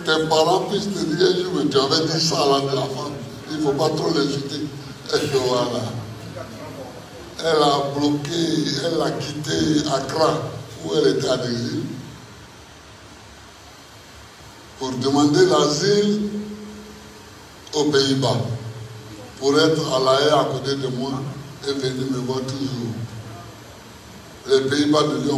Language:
French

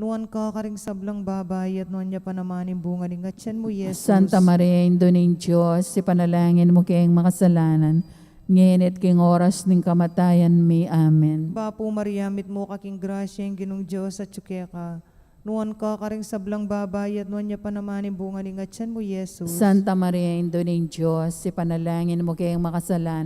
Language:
Pampanga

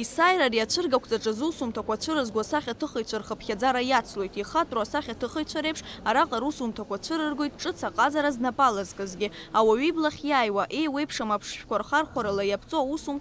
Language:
Abkhazian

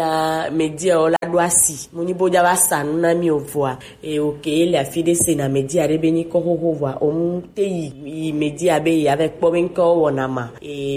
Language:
Gen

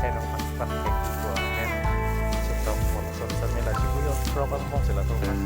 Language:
Karbi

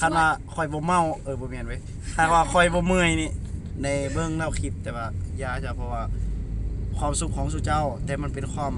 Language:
Lao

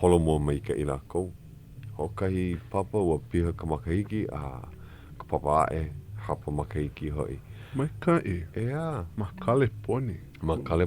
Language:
Hawaiian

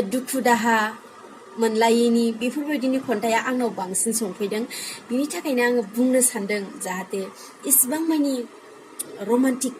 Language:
Bodo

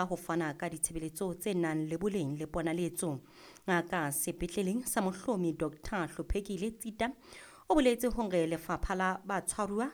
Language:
Southern Sotho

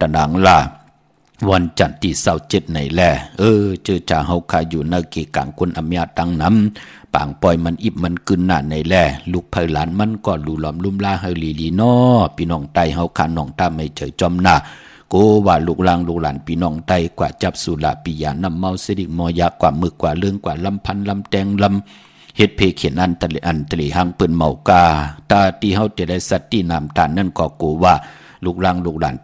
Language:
Shan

